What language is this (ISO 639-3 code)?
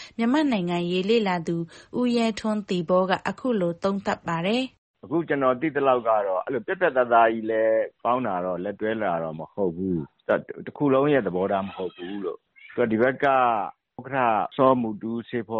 mya